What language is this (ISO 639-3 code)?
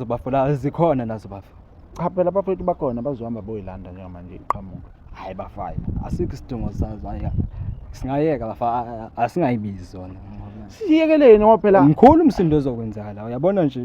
zul